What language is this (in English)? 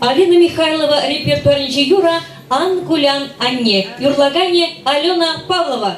Chuvash